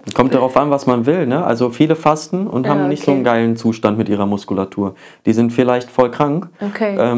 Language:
German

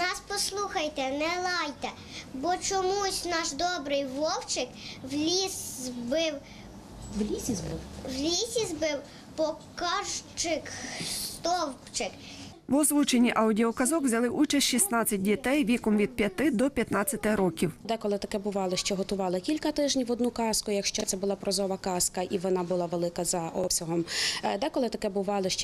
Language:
Ukrainian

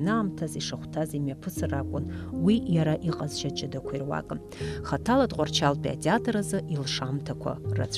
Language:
Abkhazian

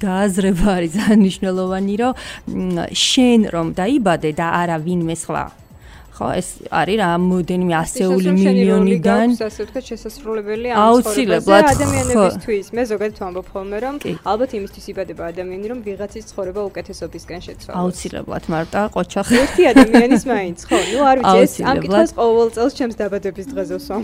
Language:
Georgian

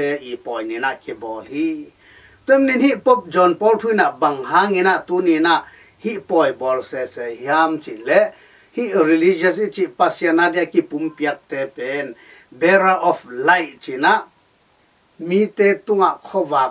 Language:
Tedim Chin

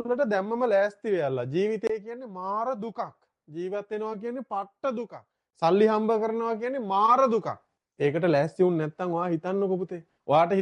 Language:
Sinhala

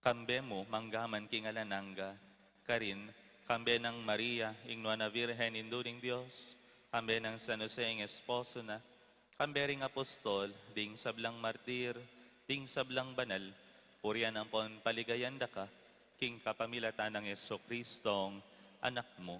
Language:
Pampanga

